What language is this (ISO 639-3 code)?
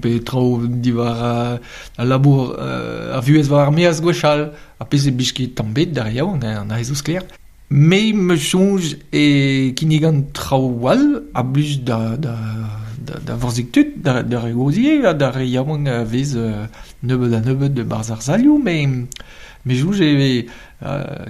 bre